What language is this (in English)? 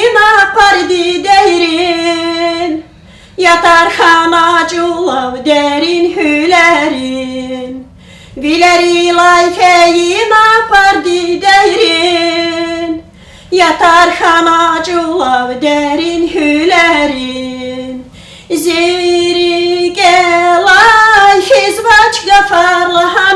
Lezghian